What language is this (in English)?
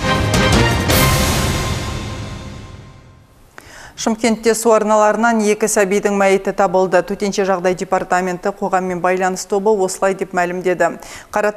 Kazakh